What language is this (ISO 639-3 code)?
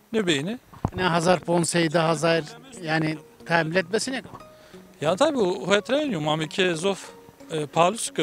zza